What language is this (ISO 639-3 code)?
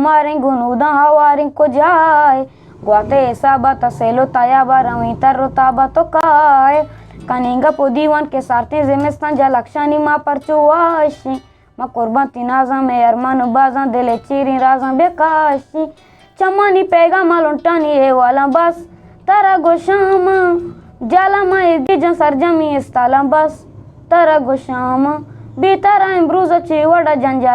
bgp